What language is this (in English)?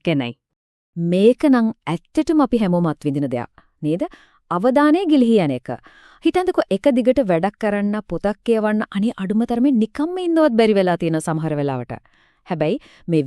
Sinhala